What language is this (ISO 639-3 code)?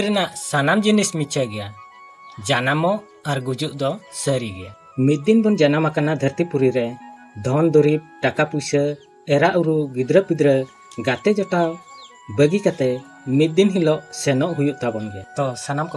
sat